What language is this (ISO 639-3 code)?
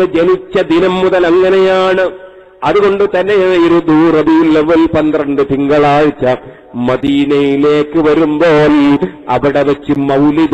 mal